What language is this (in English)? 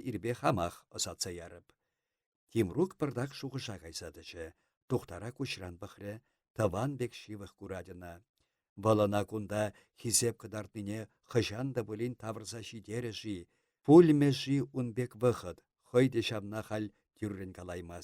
Chuvash